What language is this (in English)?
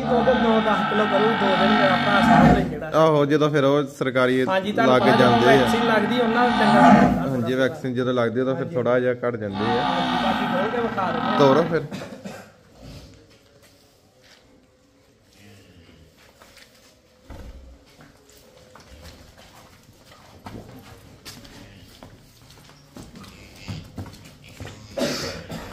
Punjabi